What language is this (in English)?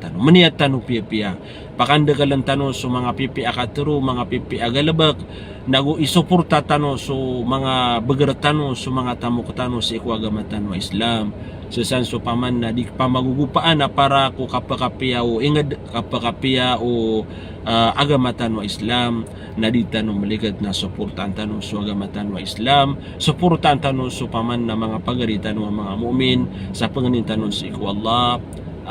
Maranao